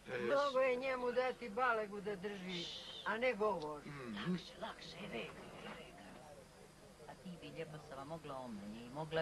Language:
Croatian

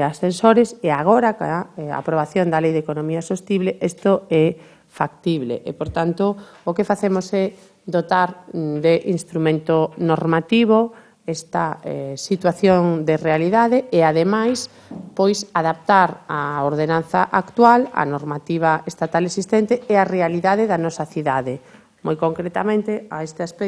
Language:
Galician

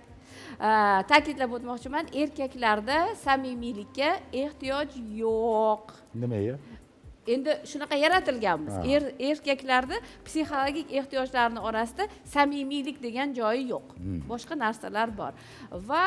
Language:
Uzbek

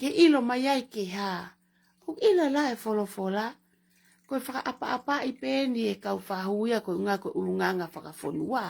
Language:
Tongan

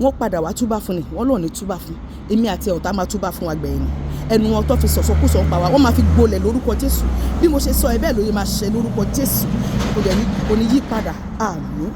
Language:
Yoruba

